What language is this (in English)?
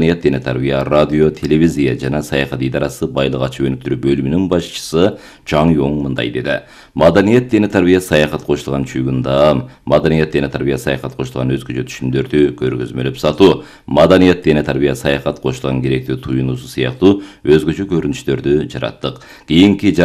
Kyrgyz